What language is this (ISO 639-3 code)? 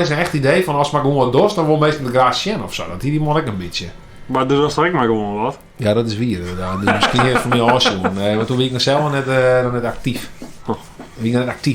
fry